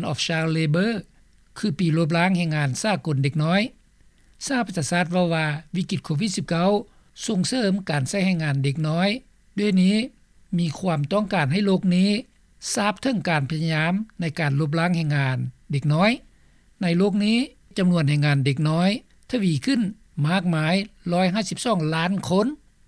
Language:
Lao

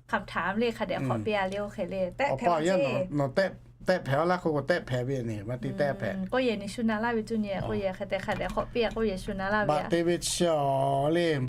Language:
Lahu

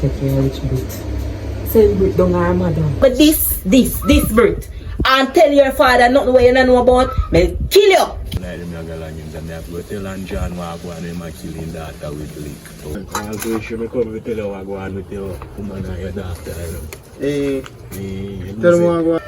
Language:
Jamaican Creole English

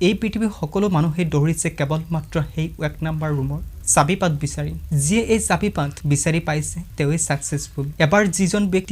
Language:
Assamese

